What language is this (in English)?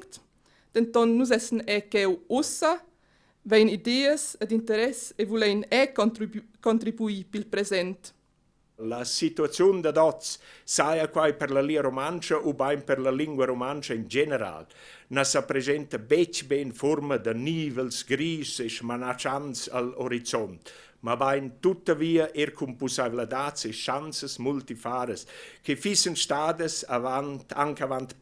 Romansh